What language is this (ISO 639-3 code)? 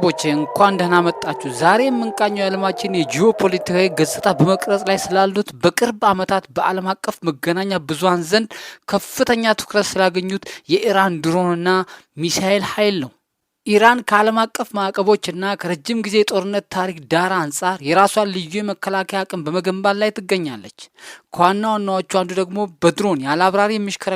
amh